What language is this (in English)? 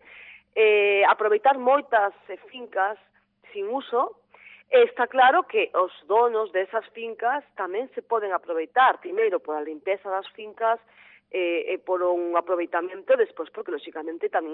Galician